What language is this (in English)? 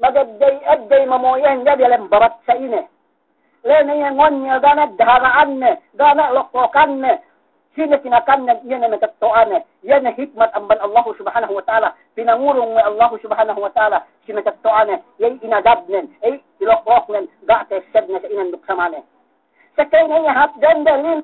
Yakan